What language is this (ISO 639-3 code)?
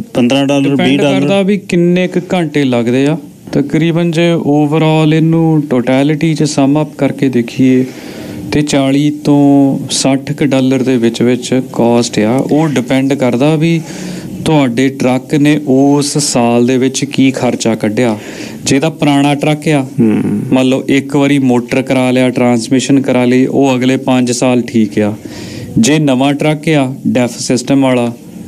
pan